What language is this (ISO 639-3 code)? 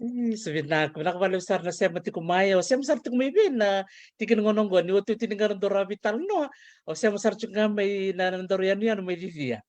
fij